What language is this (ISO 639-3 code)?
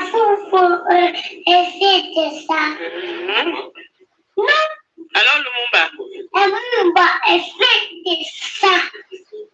fra